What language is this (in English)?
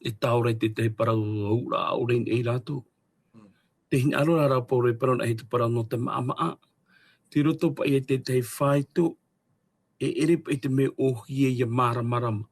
Tahitian